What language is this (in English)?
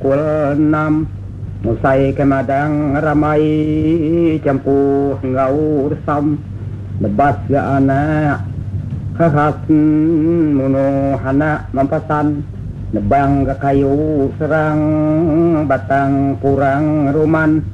Iban